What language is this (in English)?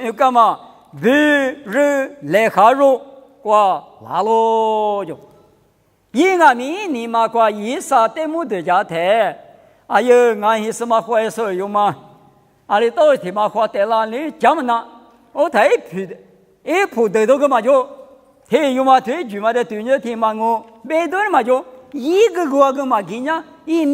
Lisu